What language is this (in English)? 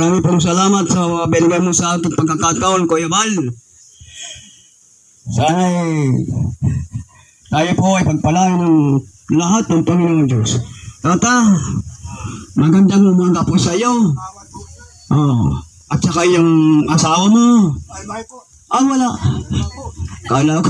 Filipino